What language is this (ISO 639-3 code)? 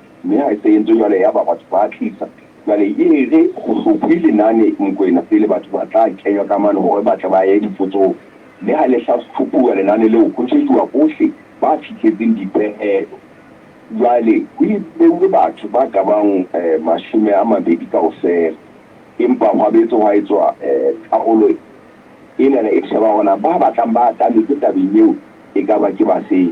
sot